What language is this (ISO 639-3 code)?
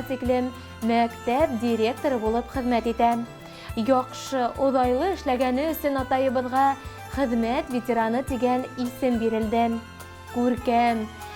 bak